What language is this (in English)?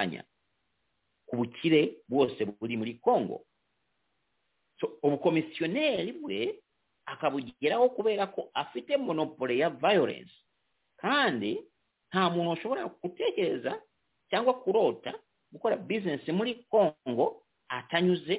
Kinyarwanda